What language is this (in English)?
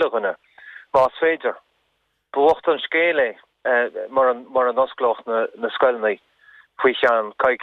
Irish